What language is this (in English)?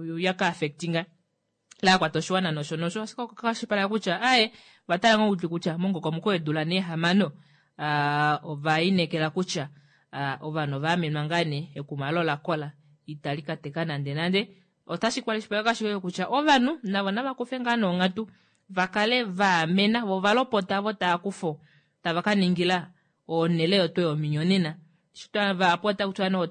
Kuanyama